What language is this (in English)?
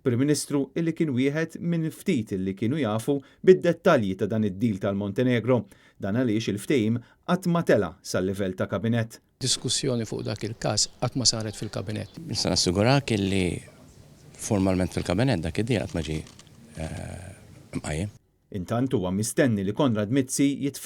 Maltese